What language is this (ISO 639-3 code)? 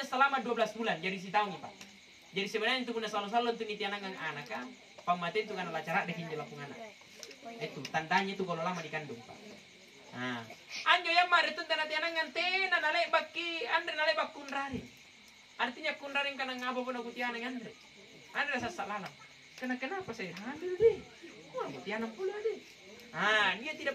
mak